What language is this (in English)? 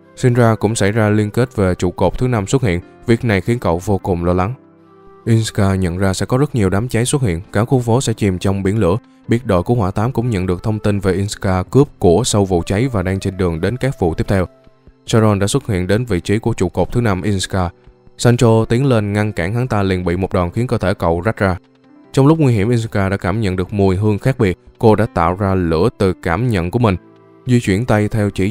Vietnamese